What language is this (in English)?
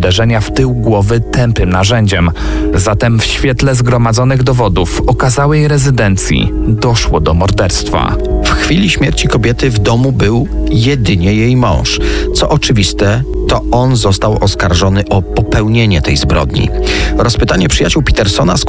Polish